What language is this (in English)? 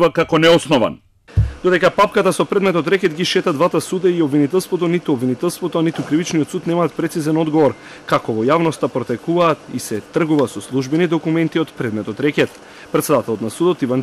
Macedonian